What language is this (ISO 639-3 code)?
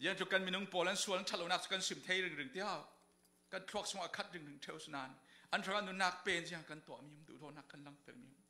cfm